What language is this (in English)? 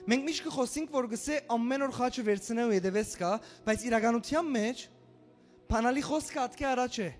Western Armenian